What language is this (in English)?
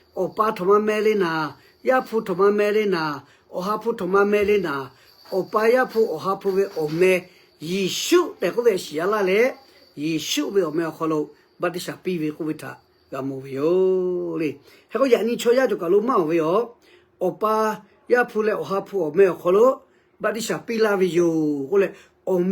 Lahu